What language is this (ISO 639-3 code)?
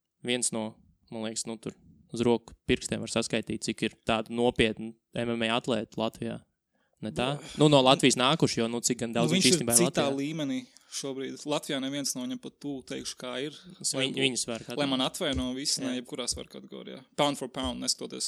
lav